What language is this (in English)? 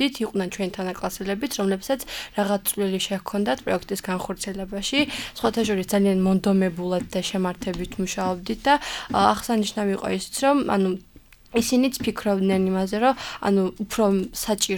Georgian